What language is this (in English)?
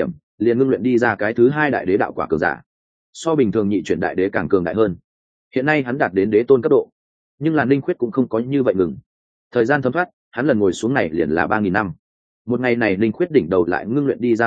Vietnamese